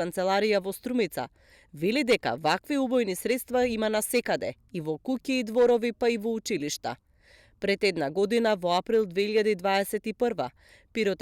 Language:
Macedonian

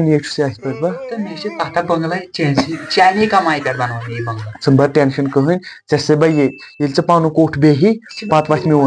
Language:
Kashmiri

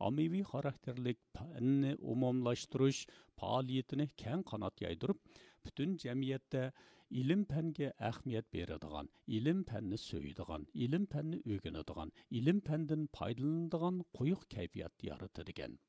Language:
Uyghur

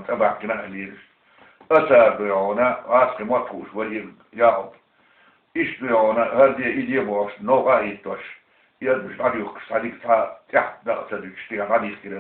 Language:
Chechen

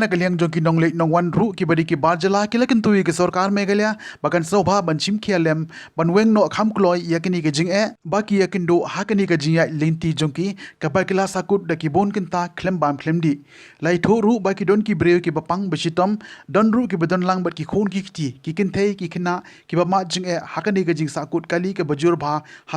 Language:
Khasi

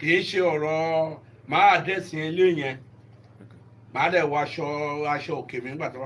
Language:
Yoruba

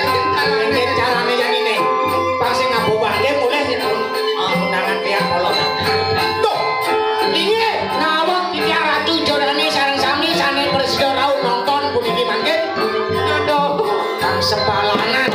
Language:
Balinese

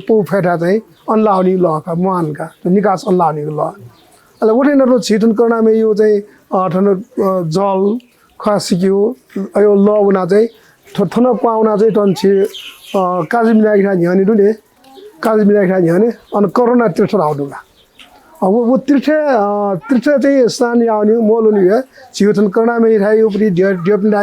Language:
Newari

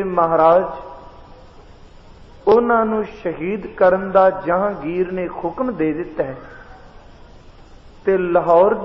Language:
Punjabi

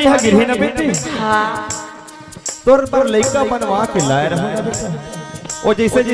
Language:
Chhattisgarhi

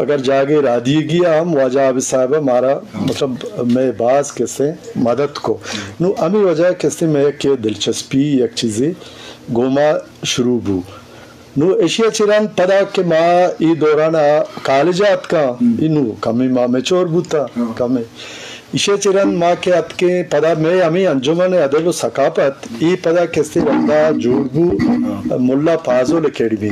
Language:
Eastern Balochi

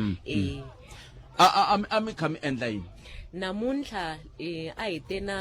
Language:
Tsonga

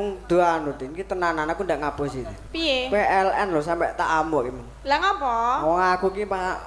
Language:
Javanese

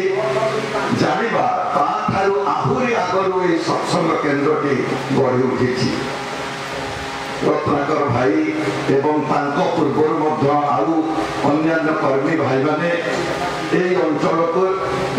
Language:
Odia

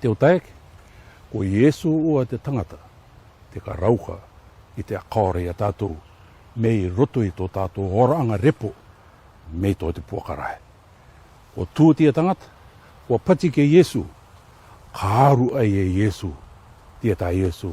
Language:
Rarotongan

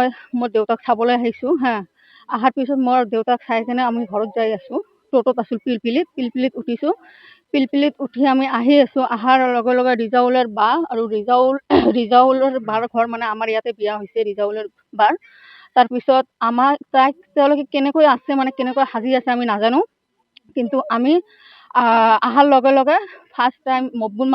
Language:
Assamese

